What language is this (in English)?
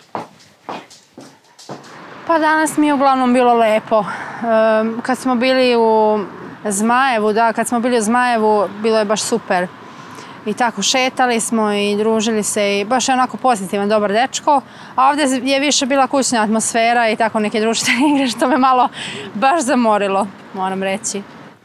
Serbian